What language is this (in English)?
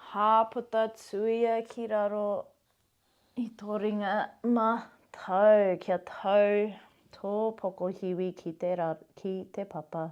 Māori